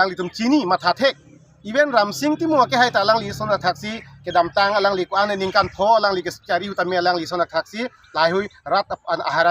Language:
Karbi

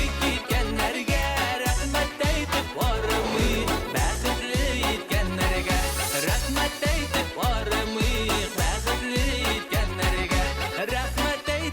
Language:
Bashkir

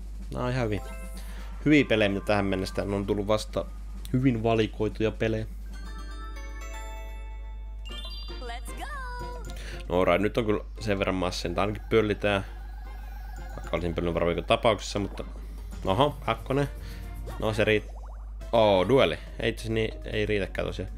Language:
Finnish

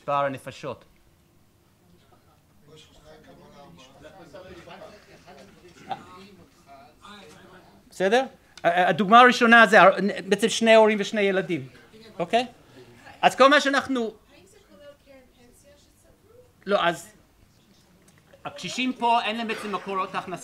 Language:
Hebrew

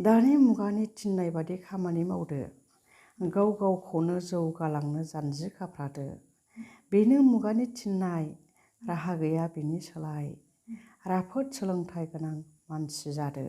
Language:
Bodo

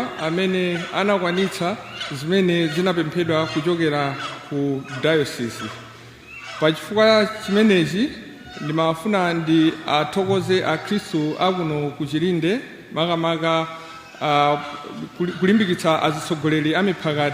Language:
Nyanja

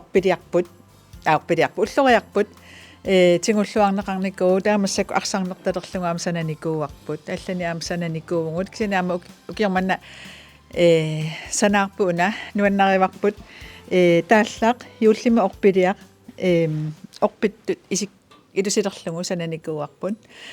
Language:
Kalaallisut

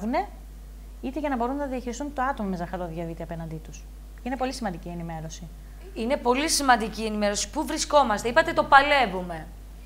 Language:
Greek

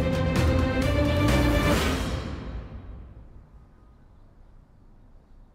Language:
Turkish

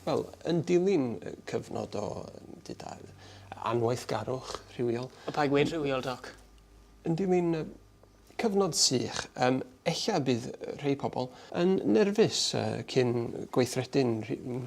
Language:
Welsh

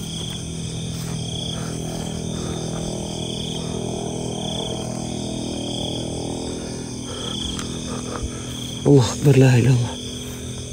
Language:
Malay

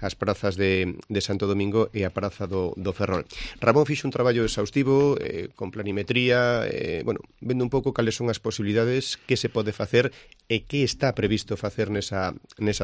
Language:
Galician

